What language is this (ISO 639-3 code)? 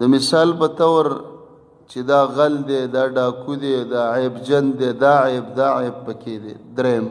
pus